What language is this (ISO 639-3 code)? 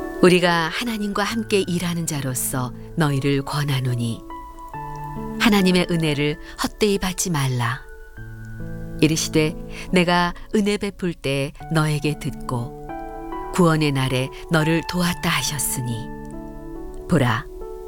kor